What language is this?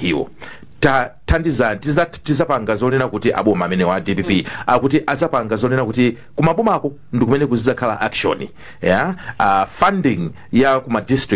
Nyanja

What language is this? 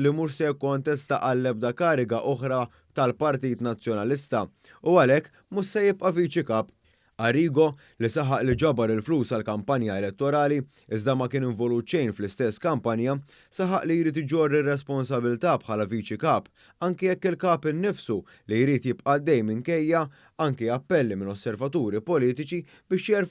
Maltese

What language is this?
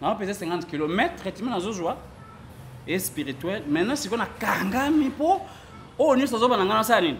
Lingala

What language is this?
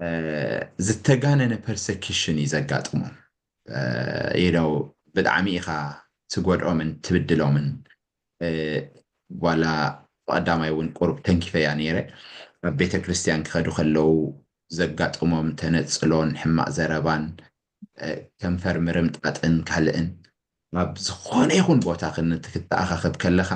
Tigrinya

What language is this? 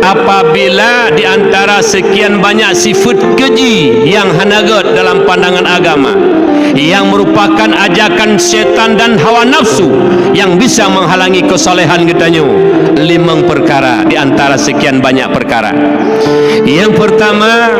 Achinese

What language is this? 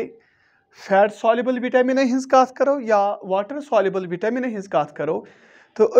Kashmiri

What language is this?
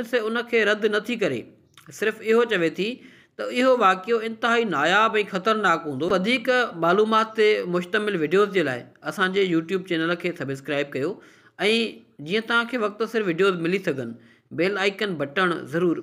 Sindhi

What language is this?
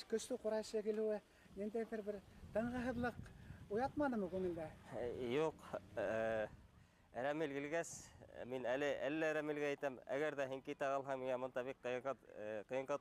Bashkir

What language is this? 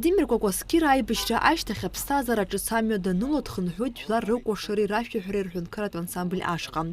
Abkhazian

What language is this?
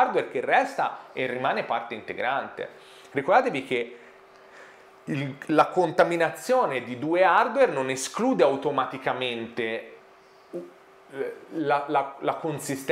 Italian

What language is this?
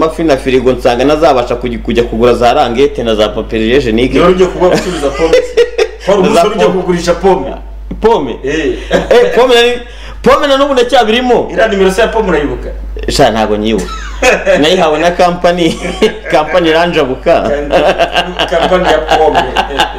Kinyarwanda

